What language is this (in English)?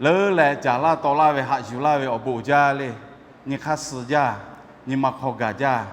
Lahu